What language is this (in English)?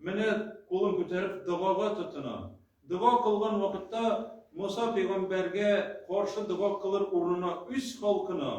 Tatar